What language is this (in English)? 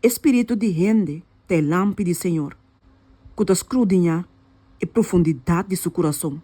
Papiamento